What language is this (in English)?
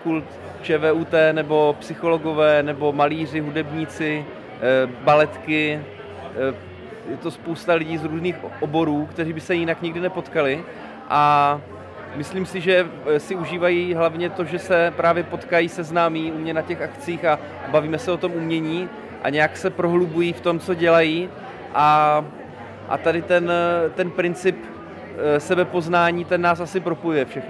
Czech